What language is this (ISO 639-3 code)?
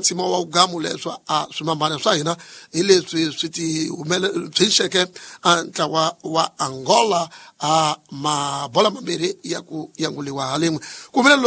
tso